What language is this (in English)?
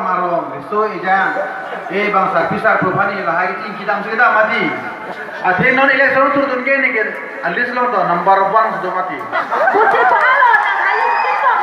Karbi